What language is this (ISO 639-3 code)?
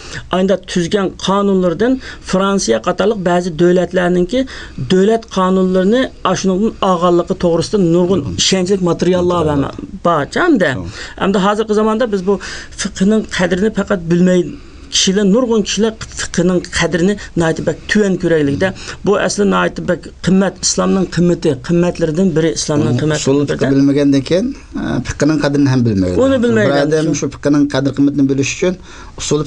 uig